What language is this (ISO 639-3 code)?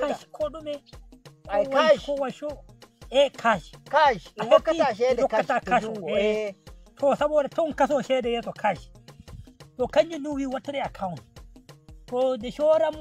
fuv